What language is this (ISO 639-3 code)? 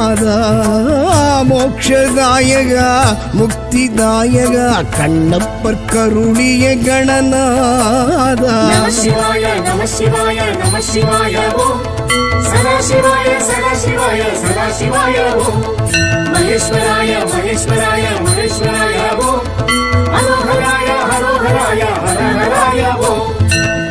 tam